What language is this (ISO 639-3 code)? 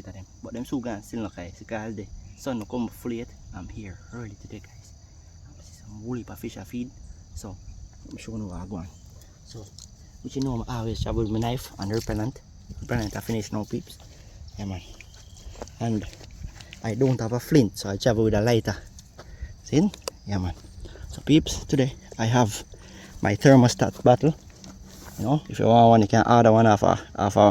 jam